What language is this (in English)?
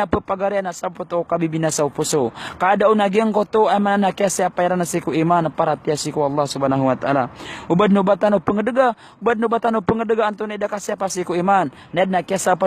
Maranao